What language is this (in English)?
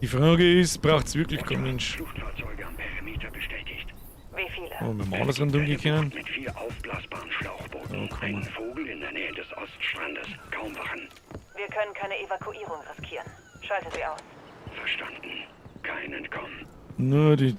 Bavarian